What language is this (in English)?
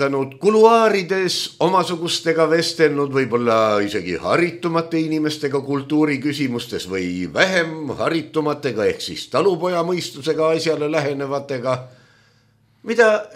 Estonian